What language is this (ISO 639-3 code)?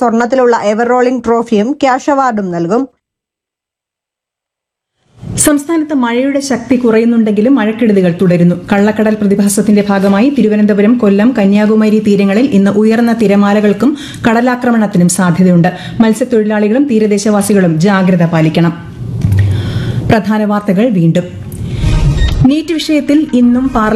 mal